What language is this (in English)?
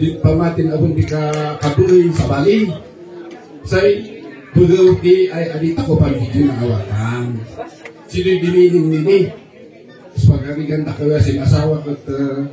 Kankanaey